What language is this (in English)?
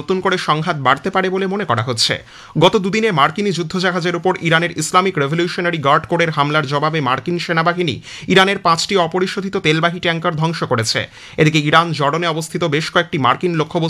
Bangla